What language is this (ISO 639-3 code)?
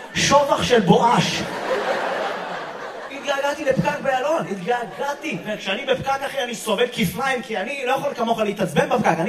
heb